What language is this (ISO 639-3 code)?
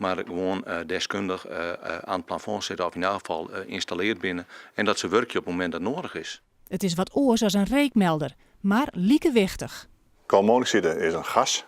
fry